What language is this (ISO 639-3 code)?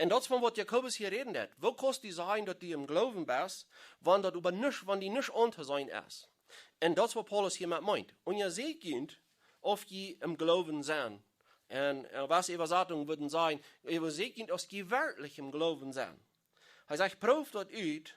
pdt